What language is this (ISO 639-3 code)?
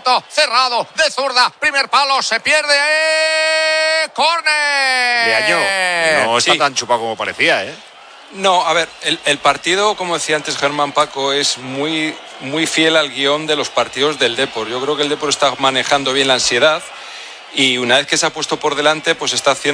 spa